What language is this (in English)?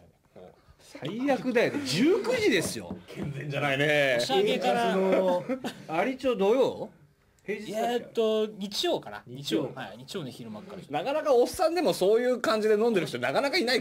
Japanese